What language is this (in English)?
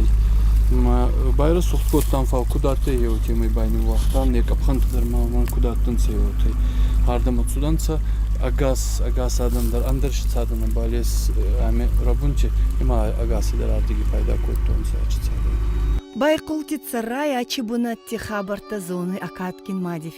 Ossetic